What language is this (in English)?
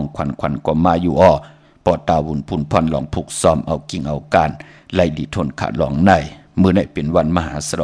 Shan